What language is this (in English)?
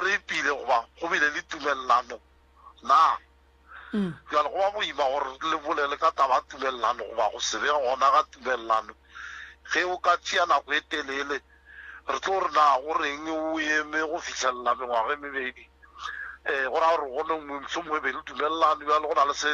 Northern Sotho